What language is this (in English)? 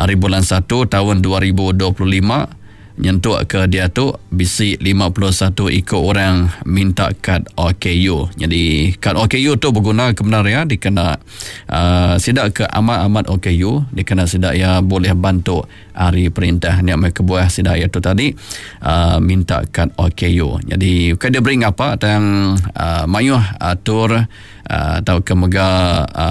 Iban